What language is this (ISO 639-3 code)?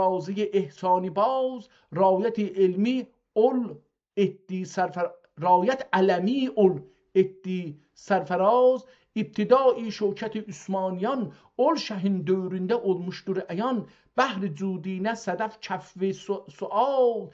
azb